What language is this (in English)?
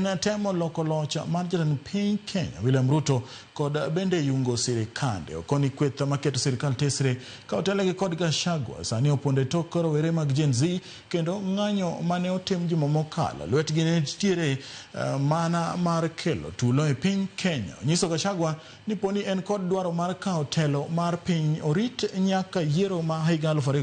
Luo (Kenya and Tanzania)